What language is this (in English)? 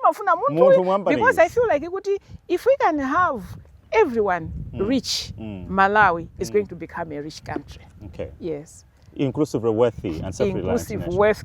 Nyanja